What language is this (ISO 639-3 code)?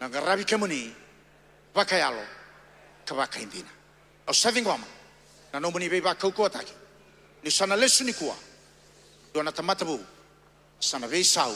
fij